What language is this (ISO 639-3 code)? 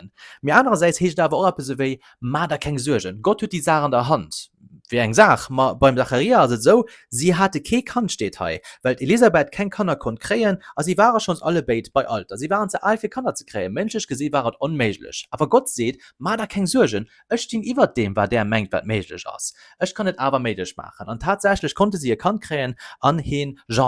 ltz